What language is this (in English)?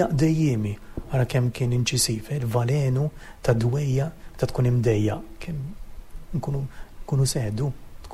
Maltese